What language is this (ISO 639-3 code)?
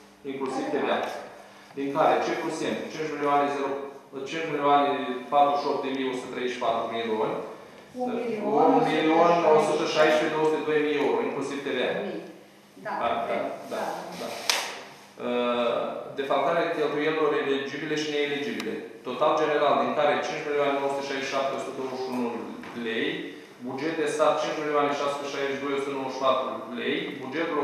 ron